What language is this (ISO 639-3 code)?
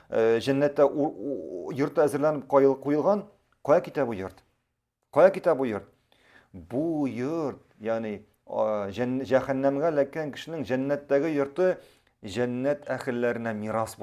tat